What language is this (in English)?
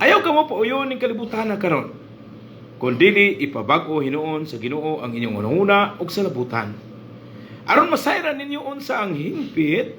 Cebuano